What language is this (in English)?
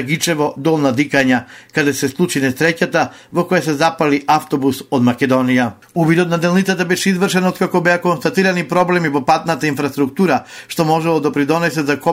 Macedonian